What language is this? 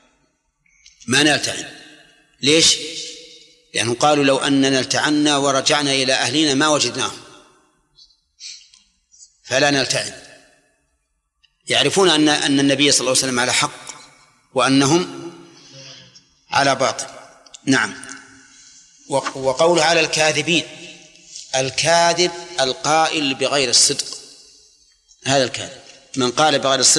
Arabic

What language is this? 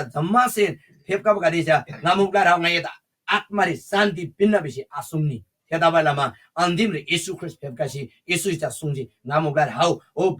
Eastern Tamang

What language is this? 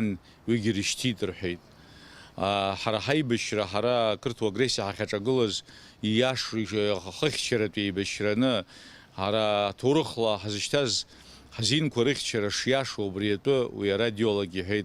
Abkhazian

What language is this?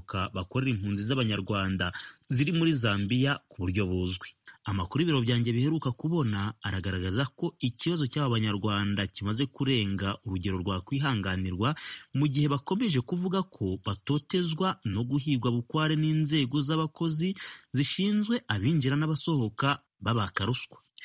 Kinyarwanda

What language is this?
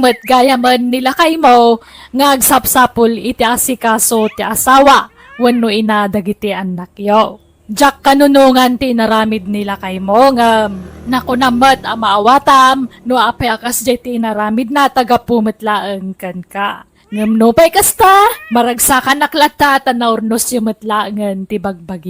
Iloko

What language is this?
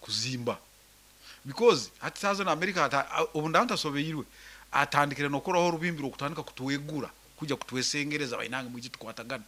Nyankole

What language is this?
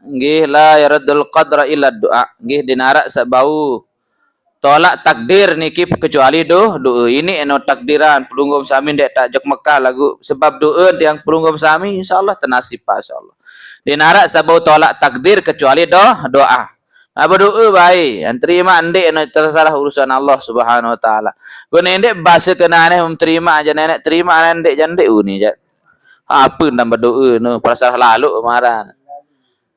Sasak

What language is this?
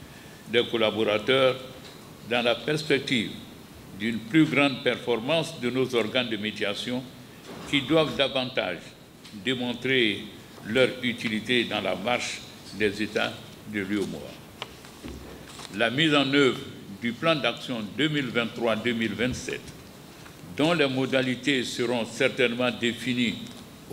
French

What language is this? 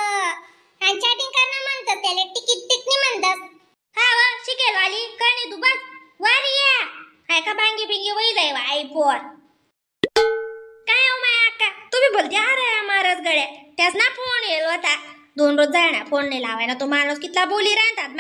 Khandesi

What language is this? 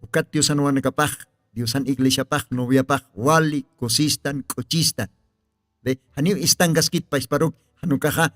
Aymara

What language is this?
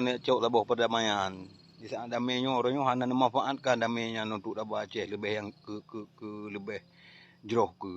Achinese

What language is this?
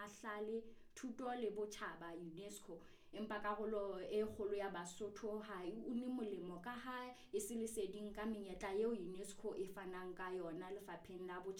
Southern Sotho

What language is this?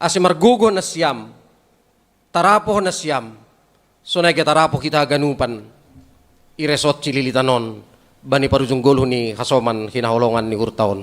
Batak Simalungun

